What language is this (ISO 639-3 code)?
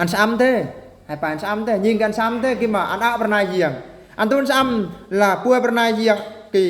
bru